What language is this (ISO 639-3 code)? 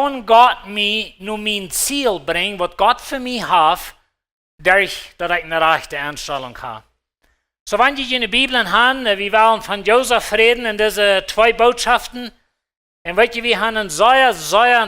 pdt